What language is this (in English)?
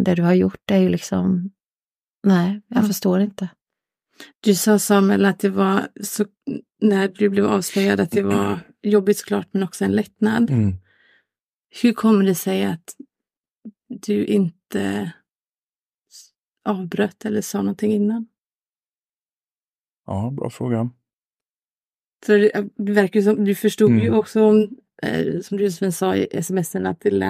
Swedish